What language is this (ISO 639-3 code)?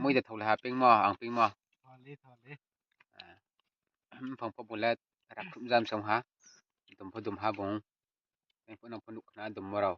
ria